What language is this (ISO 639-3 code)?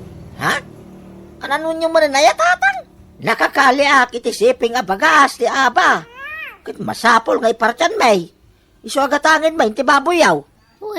ilo